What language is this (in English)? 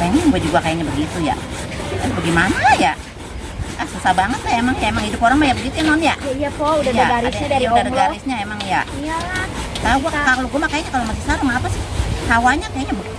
Betawi